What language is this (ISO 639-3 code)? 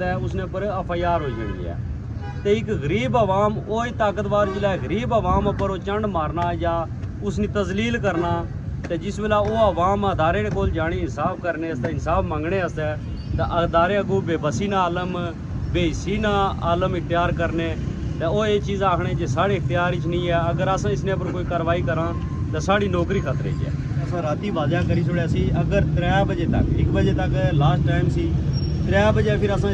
phr